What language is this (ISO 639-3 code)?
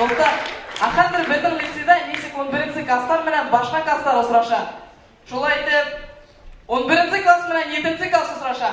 bak